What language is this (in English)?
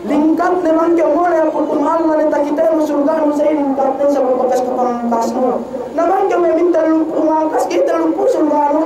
Yakan